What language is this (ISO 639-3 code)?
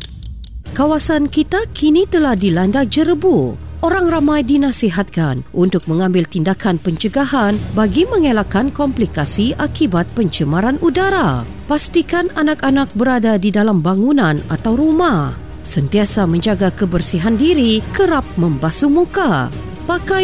msa